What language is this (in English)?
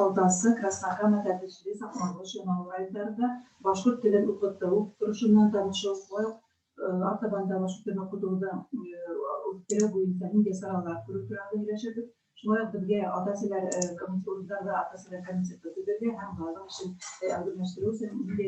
Bashkir